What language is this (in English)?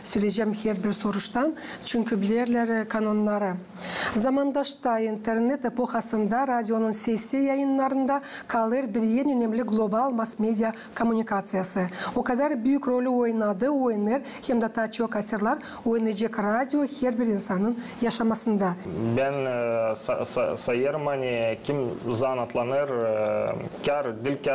Gagauz